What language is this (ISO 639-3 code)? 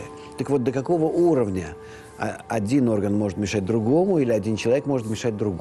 rus